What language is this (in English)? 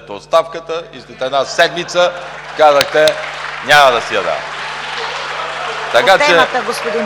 Bulgarian